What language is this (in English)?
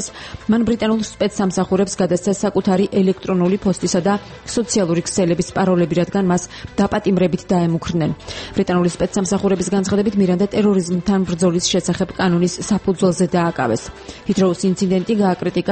Georgian